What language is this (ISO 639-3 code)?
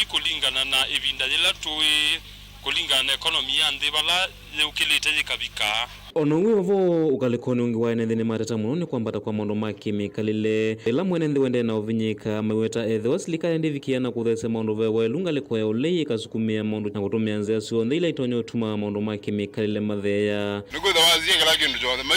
kam